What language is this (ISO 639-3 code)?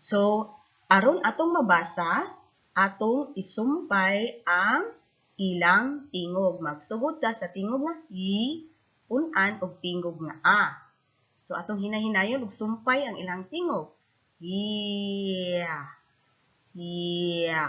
ceb